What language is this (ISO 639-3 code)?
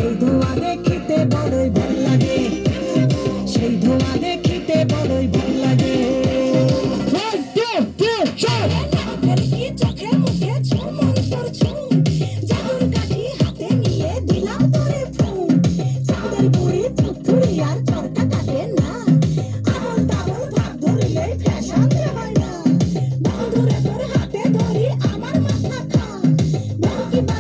ben